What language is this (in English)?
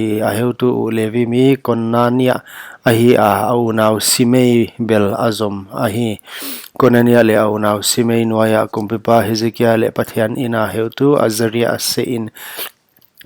Paite Chin